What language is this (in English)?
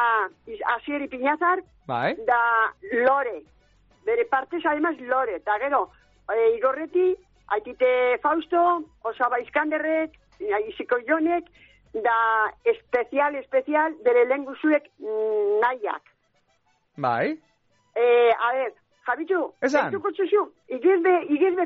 Basque